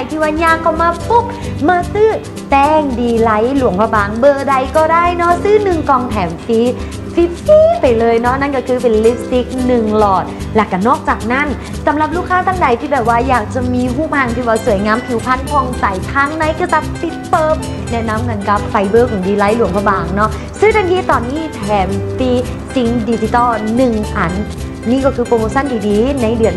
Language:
Lao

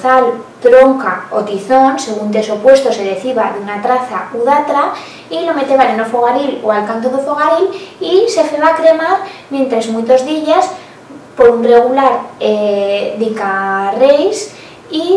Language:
Aragonese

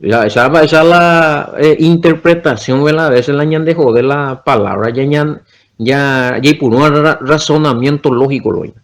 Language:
Guarani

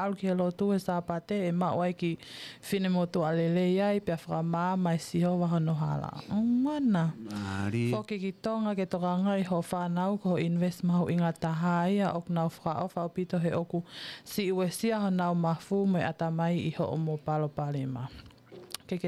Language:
Tongan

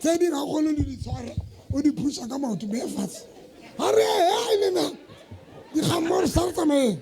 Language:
Southern Sotho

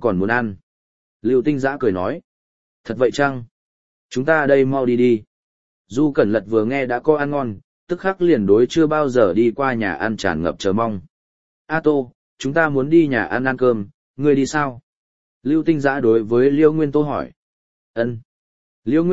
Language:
Vietnamese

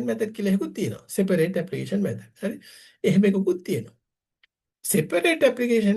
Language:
Sinhala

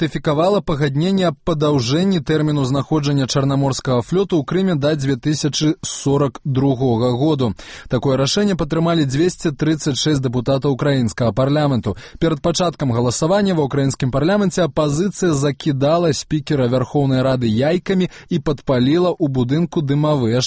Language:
Belarusian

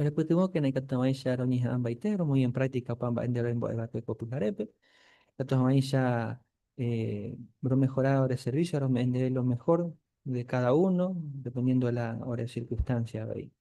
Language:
Guarani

